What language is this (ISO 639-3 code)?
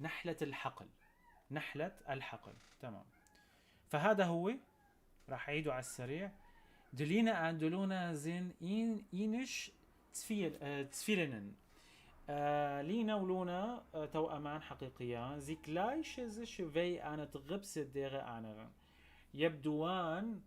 apc